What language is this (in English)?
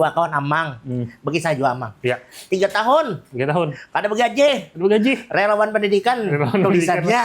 Banjar